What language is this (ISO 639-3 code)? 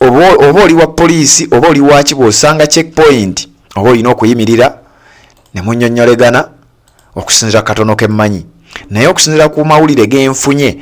lug